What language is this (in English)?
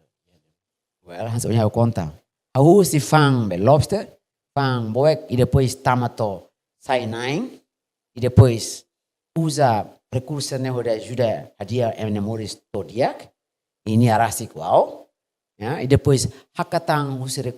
Tetum